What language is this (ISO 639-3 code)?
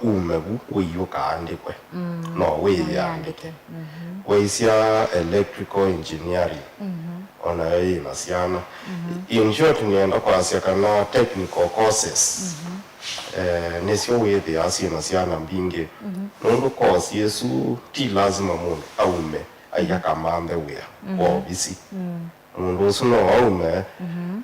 kam